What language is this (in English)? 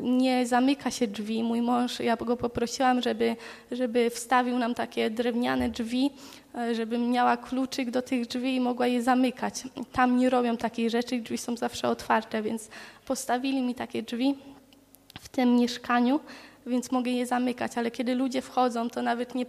Polish